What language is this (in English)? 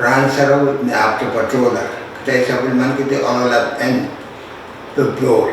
Pohnpeian